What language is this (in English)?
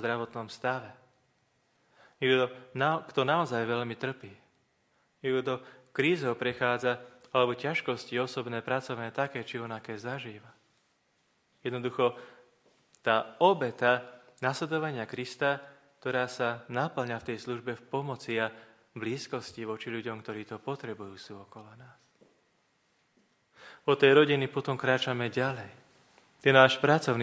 Slovak